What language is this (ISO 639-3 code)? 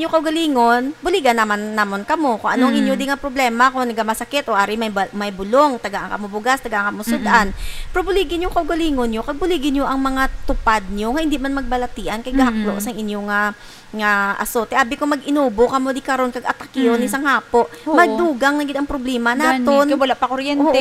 hil